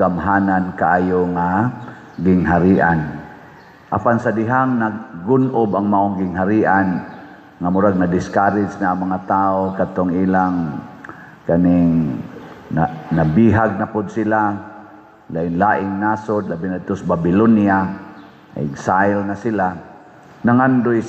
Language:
Cebuano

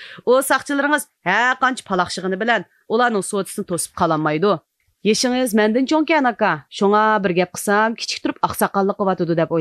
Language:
Uyghur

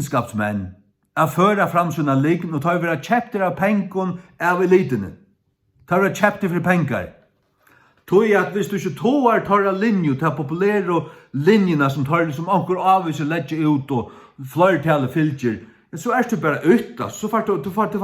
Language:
Faroese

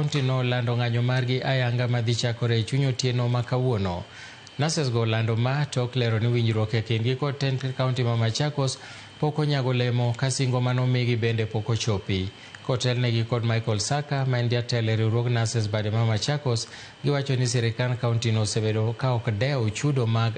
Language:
Luo (Kenya and Tanzania)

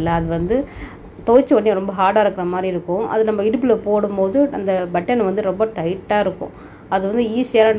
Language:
Tamil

